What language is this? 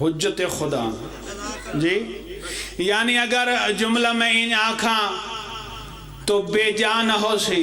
Pahari-Potwari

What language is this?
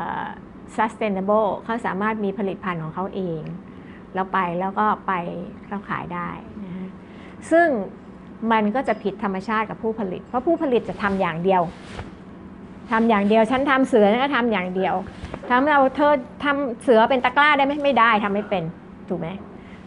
Thai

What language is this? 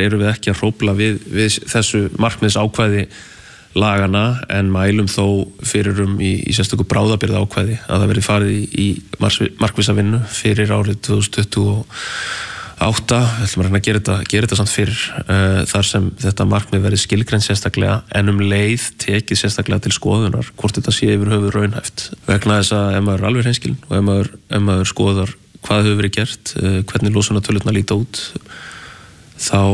Icelandic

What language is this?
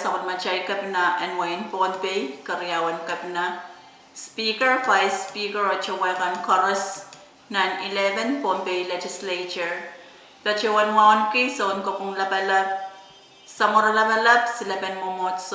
Pohnpeian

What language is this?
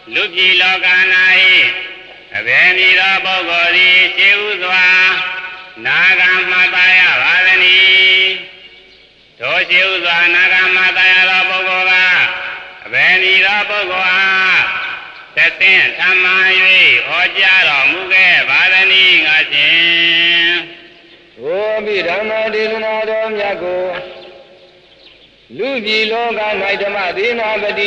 Burmese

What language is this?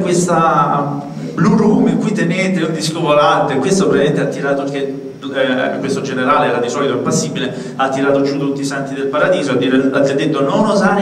Italian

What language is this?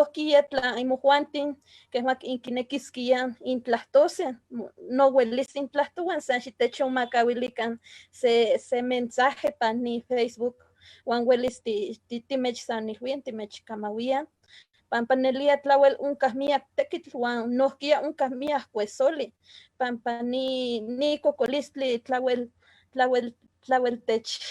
Eastern Huasteca Nahuatl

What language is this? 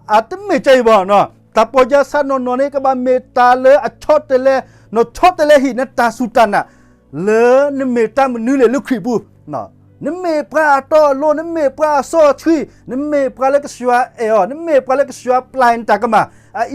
S'gaw Karen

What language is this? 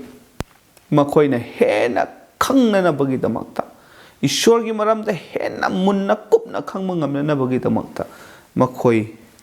Manipuri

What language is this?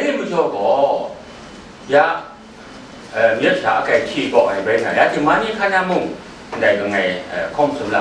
Kachin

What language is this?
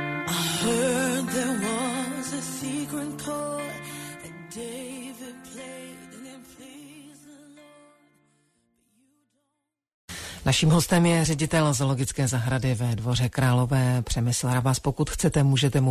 Czech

